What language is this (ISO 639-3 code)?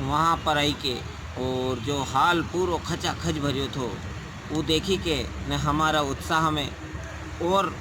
raj